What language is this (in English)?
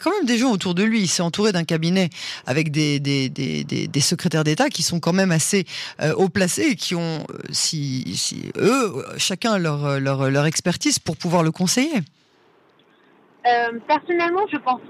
French